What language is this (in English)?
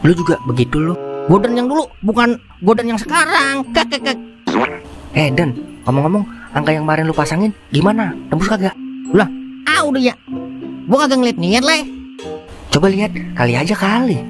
Betawi